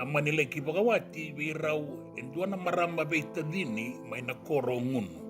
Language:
Fijian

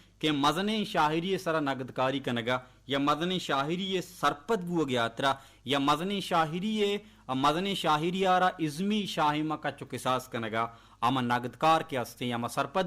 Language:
Baluchi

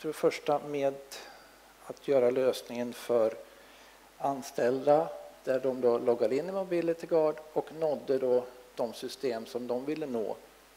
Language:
Swedish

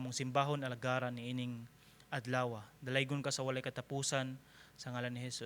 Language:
Cebuano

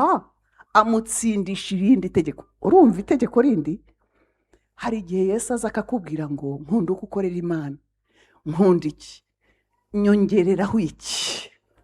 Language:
Kinyarwanda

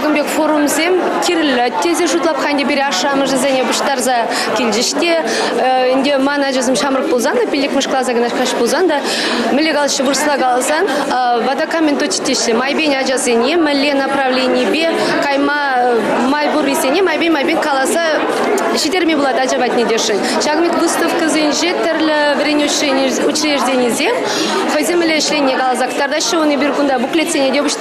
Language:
Chuvash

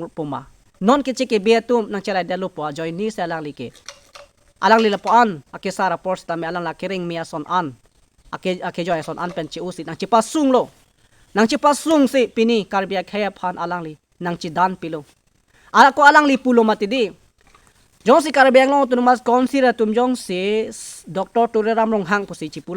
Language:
Karbi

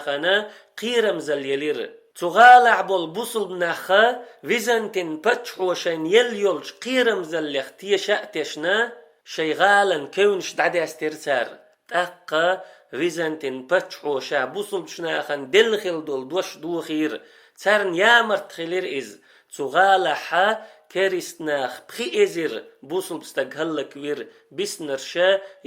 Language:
Chechen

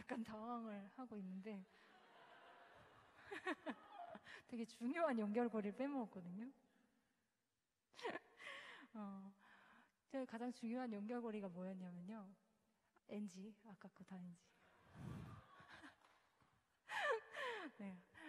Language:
Korean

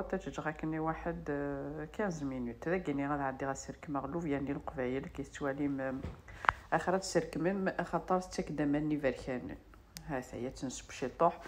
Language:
Kabyle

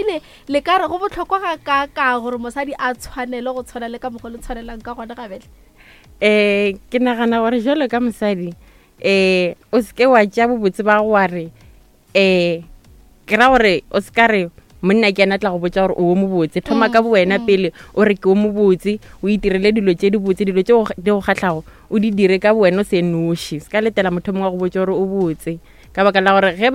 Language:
Northern Sotho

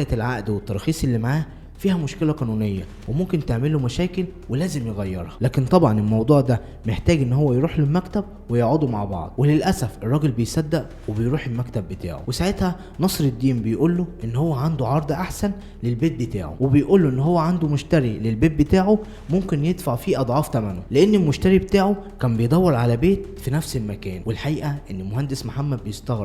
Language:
Egyptian Arabic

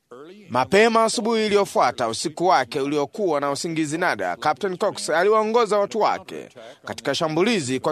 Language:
Swahili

